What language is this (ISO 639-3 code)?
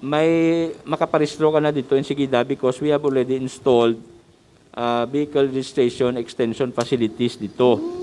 hil